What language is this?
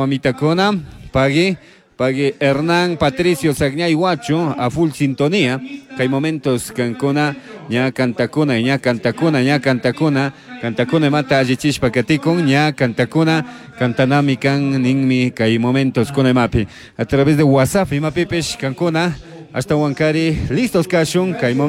Chimborazo Highland Quichua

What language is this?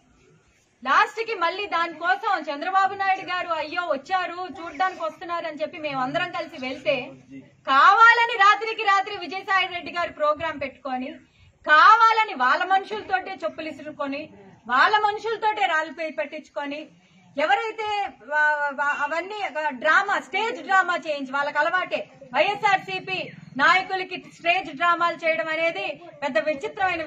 Telugu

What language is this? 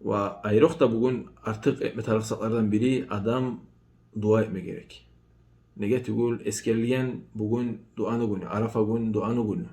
Kumyk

